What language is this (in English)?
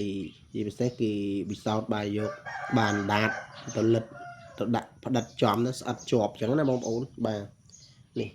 Khmer